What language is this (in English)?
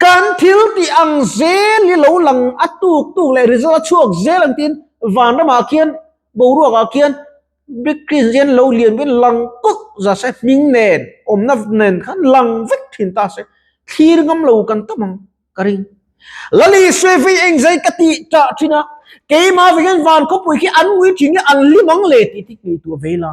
Mizo